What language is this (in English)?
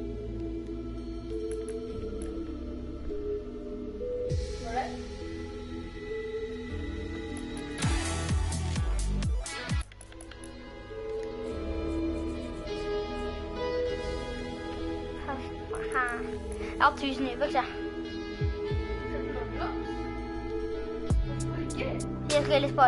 Norwegian